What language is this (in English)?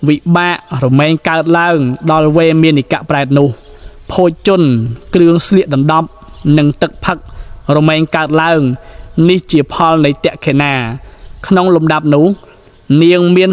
Khmer